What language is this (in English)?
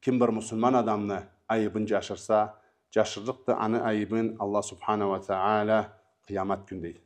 Karachay-Balkar